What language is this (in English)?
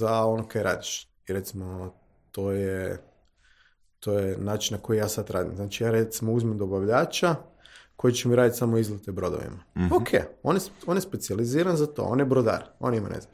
Croatian